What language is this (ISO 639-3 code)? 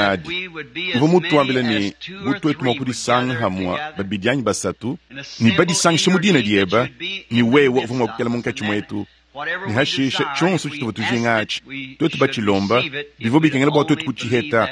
lua